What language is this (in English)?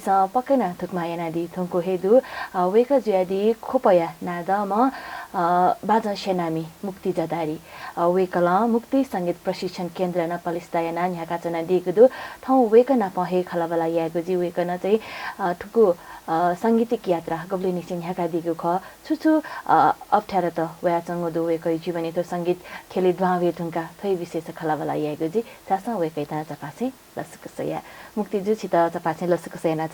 Newari